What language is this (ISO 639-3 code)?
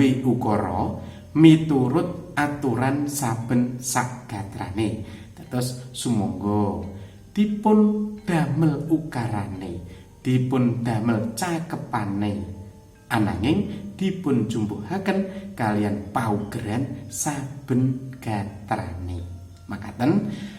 jav